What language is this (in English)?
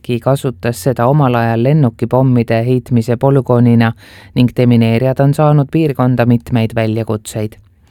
Estonian